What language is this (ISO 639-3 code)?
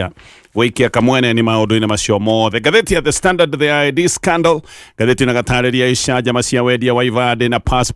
kik